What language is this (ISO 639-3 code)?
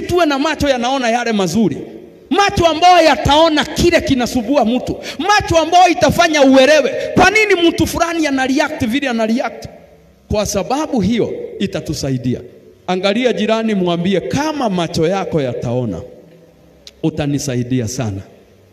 swa